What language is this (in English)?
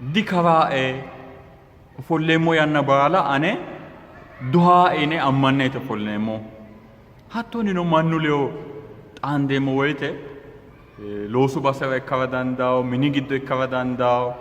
Sidamo